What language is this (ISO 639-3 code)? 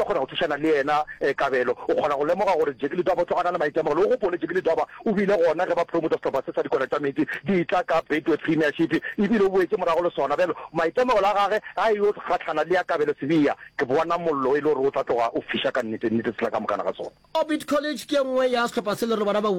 nso